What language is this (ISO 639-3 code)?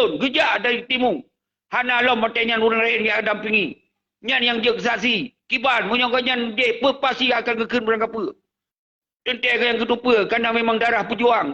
ace